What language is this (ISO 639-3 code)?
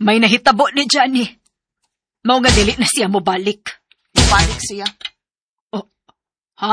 ceb